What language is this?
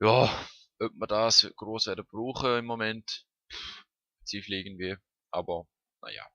Swiss German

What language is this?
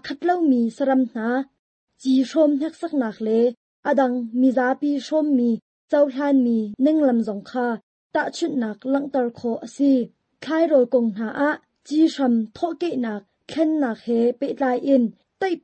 Hakha Chin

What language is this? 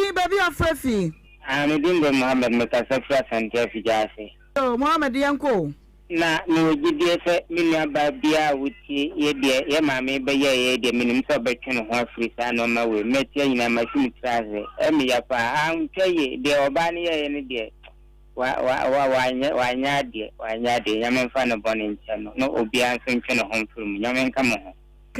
Akan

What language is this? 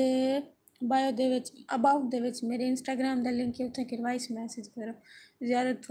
Saraiki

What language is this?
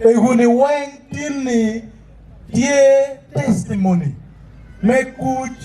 Acoli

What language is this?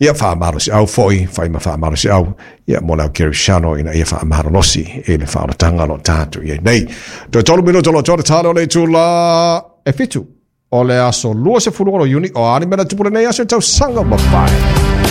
Samoan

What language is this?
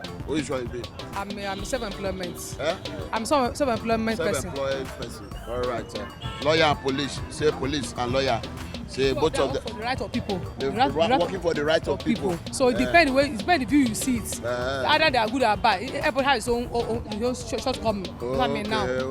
Nigerian Pidgin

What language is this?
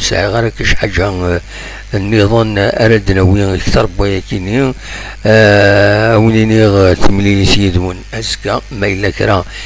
Kabyle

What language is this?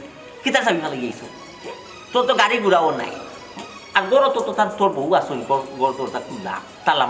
Sylheti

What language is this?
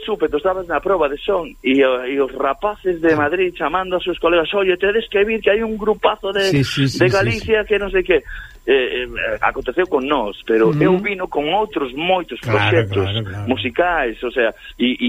Galician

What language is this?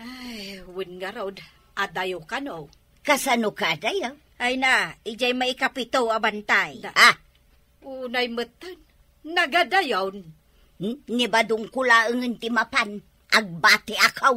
Iloko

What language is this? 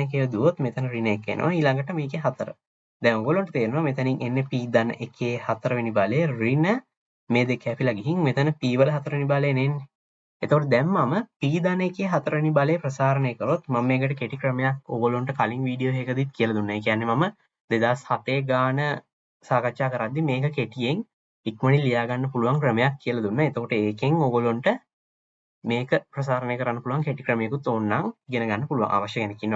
Sinhala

